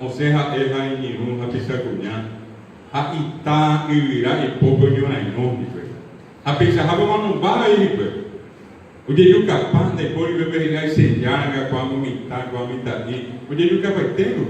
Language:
Guarani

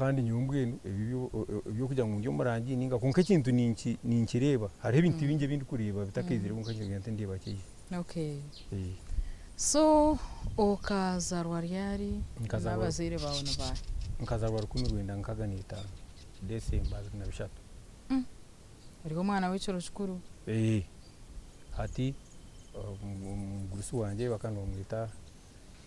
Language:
Nyankole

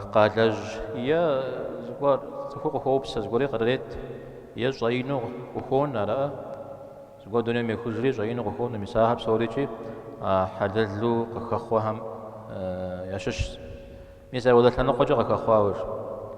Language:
Kabardian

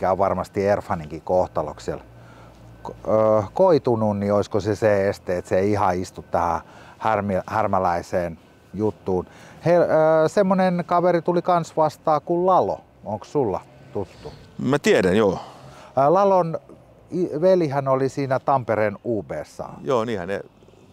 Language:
Finnish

